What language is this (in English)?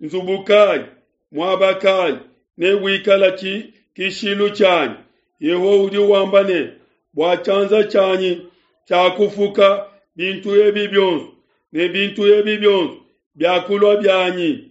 Luba-Lulua